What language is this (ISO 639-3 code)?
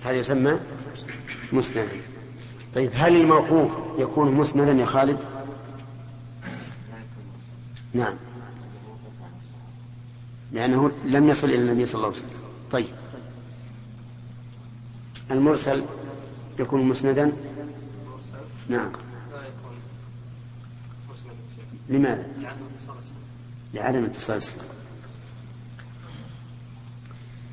ara